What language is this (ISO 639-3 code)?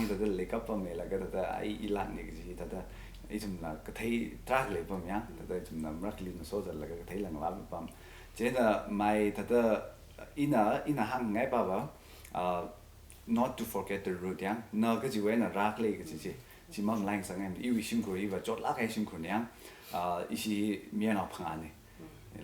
nmf